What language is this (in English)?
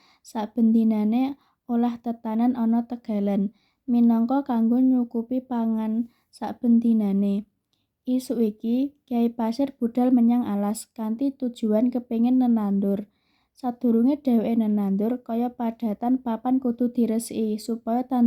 Javanese